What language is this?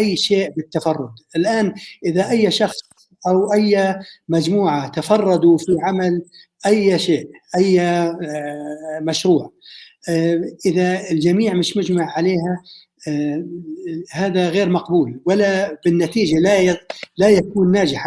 North Levantine Arabic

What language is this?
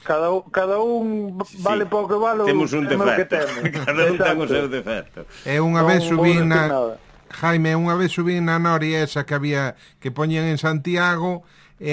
Galician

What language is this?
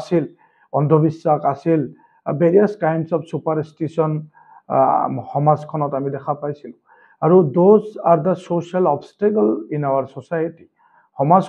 Assamese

